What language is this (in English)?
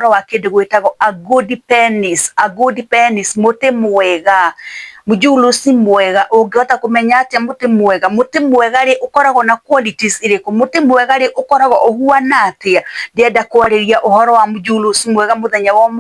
Kikuyu